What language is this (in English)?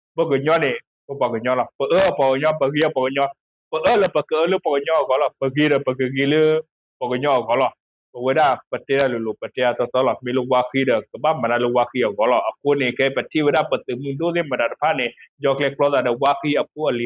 S'gaw Karen